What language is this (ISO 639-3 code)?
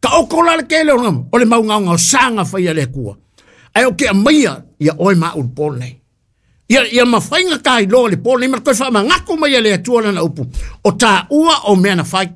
smo